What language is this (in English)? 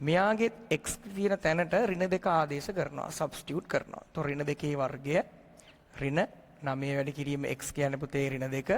Sinhala